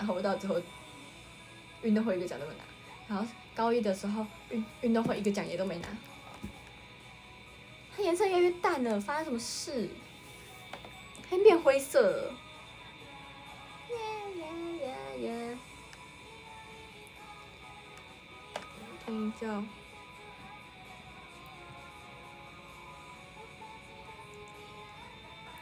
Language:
Chinese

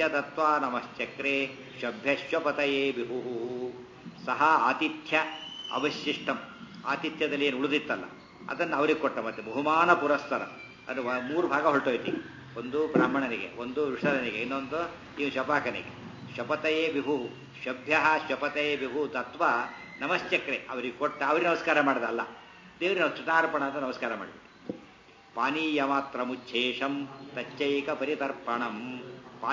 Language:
Kannada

